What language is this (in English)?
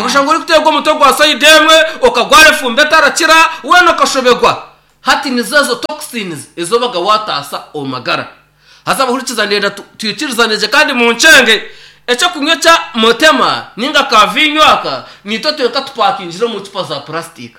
Nyankole